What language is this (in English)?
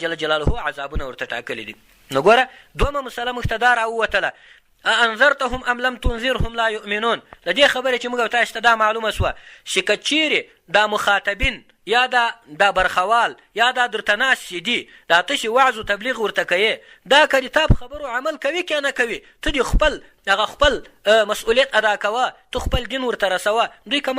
Pashto